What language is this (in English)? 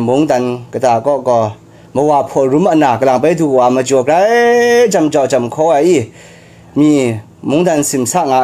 Kachin